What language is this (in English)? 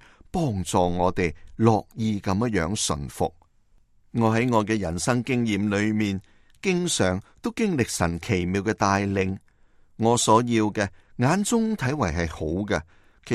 Cantonese